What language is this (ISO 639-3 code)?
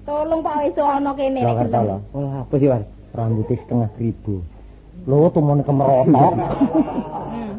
jav